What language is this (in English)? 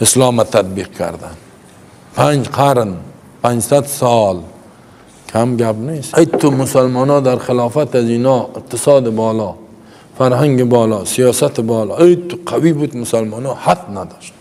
Persian